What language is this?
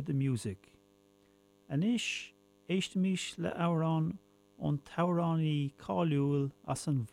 Irish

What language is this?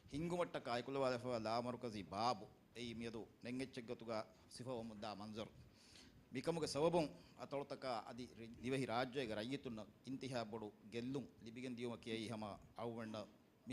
Divehi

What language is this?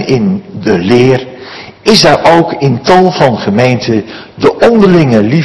Dutch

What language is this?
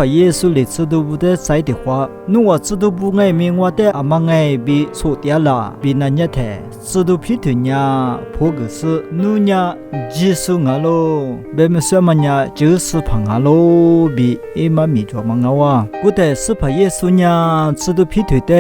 Lisu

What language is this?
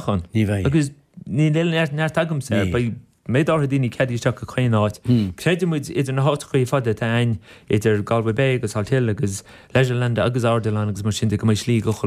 Irish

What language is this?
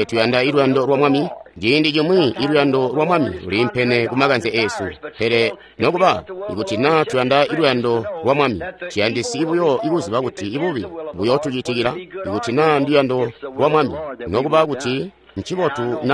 Tonga (Zambia)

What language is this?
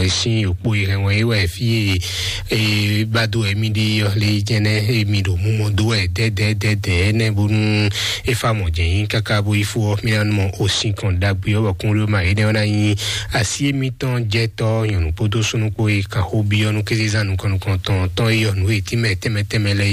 Fon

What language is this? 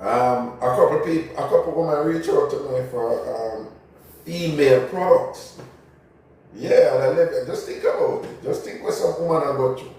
Jamaican Creole English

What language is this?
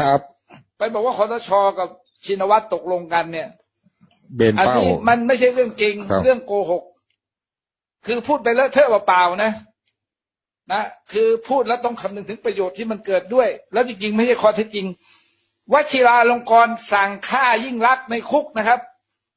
Thai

